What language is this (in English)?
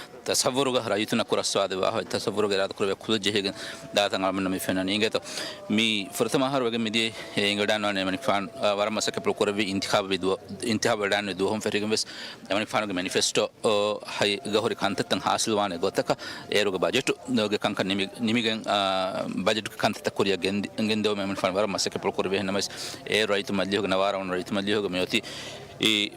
Divehi